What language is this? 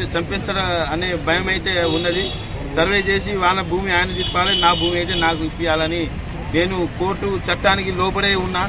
Telugu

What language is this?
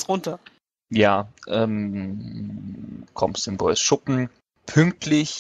German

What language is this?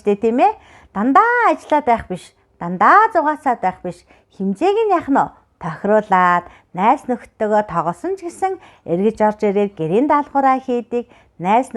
Mongolian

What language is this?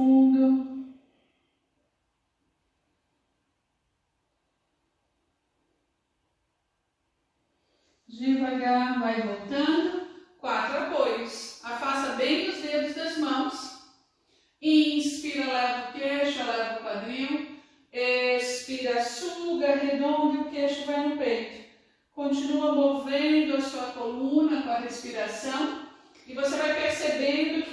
Portuguese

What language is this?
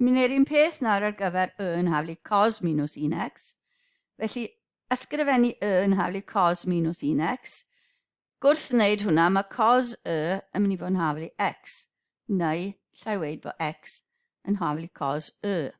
Welsh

